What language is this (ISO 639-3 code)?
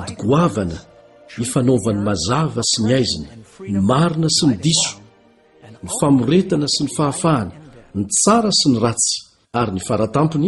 mlg